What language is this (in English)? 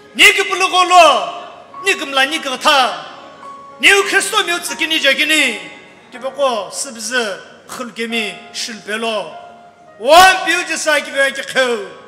Sumi Naga